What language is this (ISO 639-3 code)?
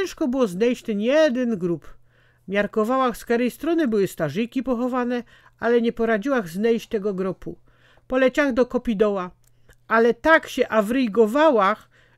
szl